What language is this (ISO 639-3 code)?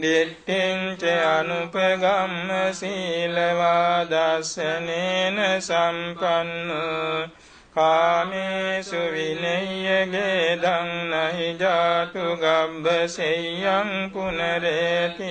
pli